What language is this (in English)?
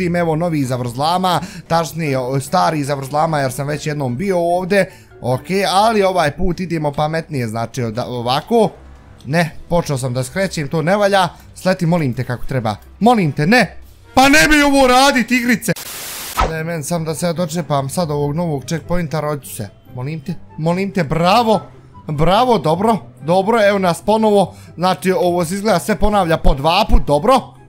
Bosnian